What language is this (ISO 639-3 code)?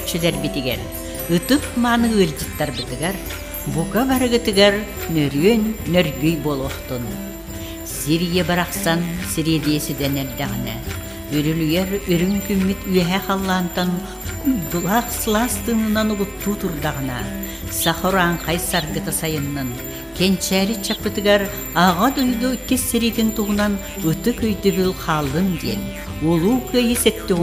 sah